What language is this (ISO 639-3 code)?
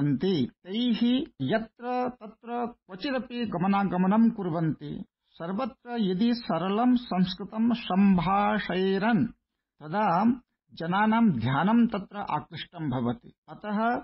san